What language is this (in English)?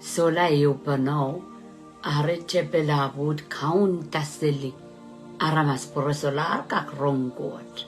Pohnpeian